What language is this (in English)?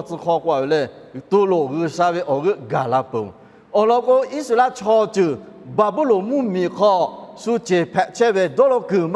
Lahu